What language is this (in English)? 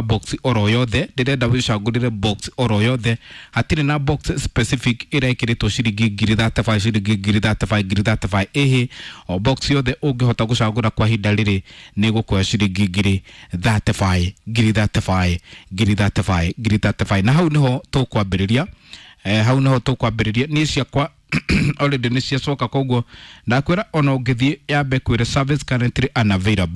Kikuyu